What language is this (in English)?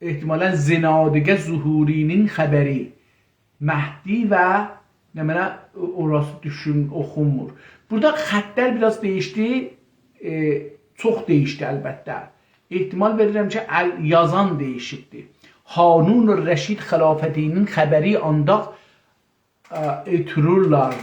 South Azerbaijani